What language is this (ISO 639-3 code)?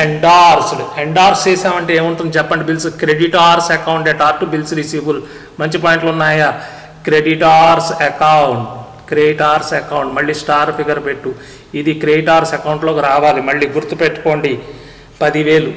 tel